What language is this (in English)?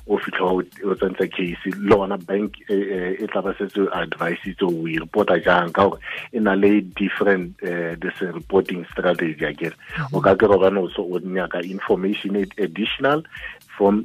Southern Sotho